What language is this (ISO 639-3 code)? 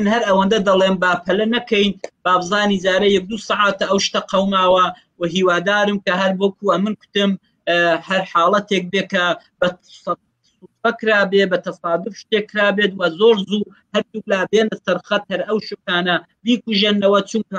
ckb